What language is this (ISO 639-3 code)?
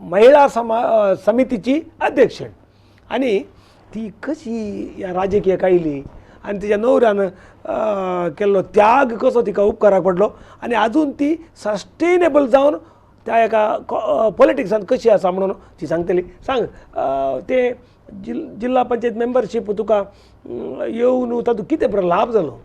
kok